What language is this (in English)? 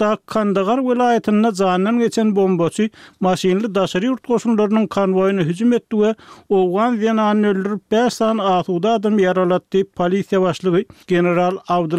Turkmen